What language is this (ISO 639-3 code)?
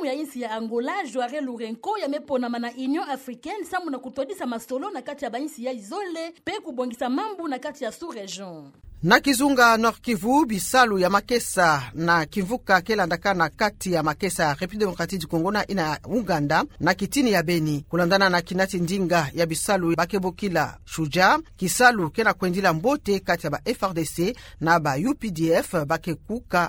ktu